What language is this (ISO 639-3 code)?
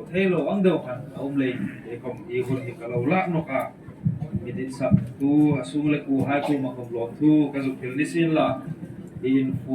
hmr